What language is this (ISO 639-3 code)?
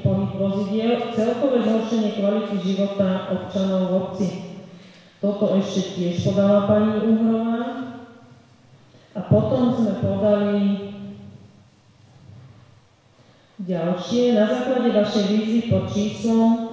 slk